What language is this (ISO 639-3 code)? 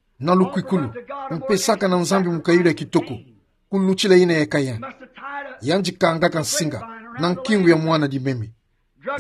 ktu